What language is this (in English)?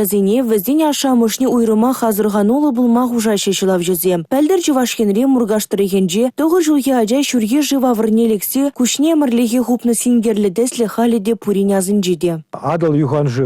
Chuvash